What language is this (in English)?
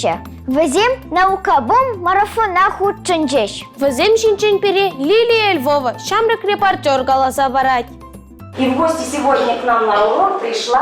Chuvash